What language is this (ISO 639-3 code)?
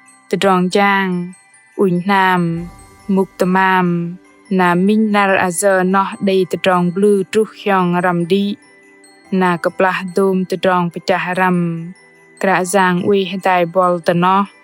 bdq